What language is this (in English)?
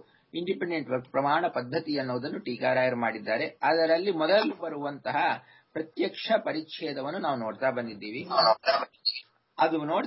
Kannada